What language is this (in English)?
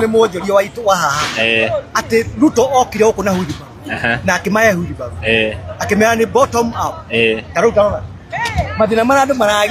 Kikuyu